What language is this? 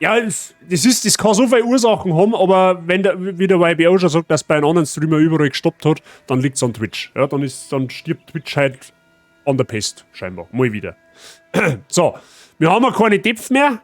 Bavarian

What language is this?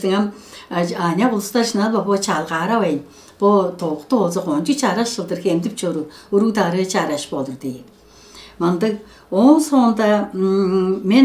Tuvinian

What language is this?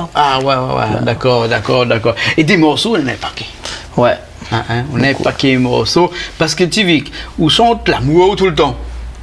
Réunion Creole French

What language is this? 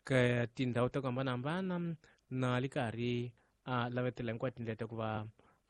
Tsonga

